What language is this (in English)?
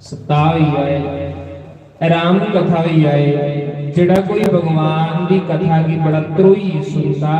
Dogri